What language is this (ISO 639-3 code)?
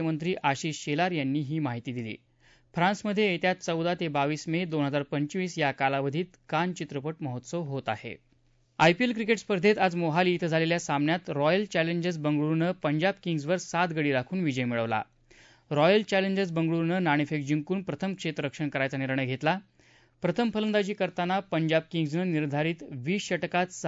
mar